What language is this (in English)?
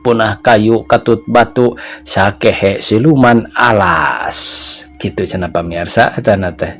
Sundanese